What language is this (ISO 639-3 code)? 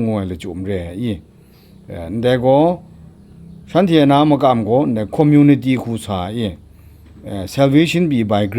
kac